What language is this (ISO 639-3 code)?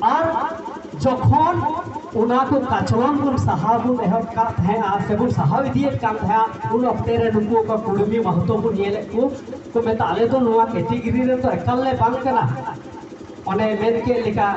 sat